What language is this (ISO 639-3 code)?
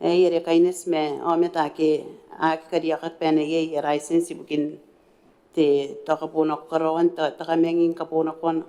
gil